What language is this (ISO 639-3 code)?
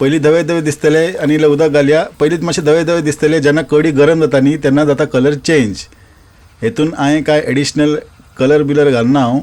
kok